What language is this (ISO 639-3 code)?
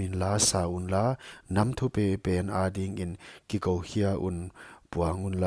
pck